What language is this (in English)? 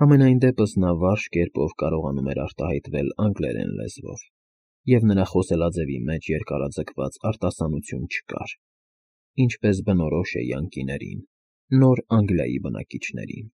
Armenian